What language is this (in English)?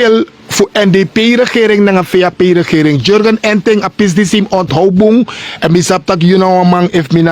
Sranan Tongo